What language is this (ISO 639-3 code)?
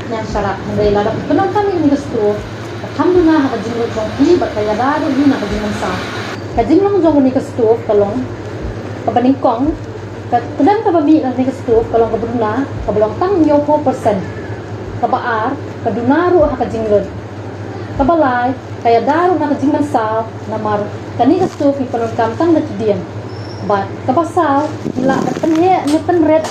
kha